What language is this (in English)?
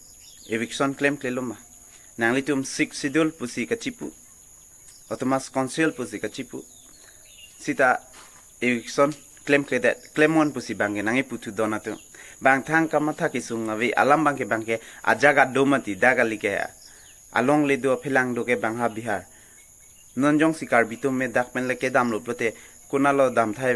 Karbi